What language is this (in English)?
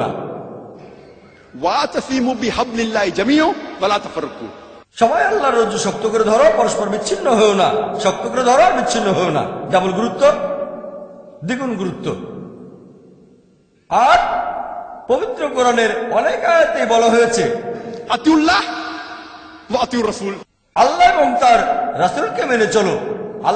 Bangla